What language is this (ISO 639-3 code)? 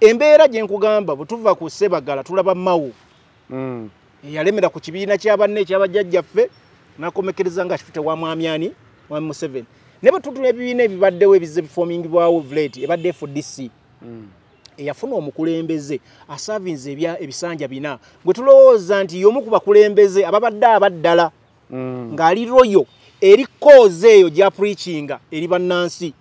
lug